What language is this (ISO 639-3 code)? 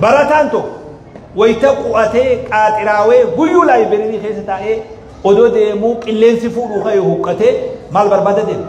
orm